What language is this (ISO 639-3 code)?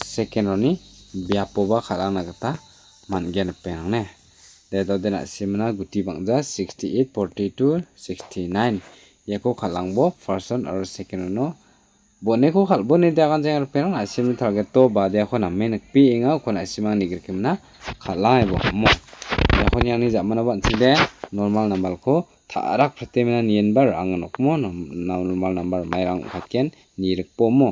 grt